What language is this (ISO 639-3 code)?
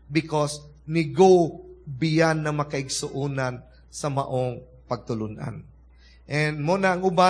ceb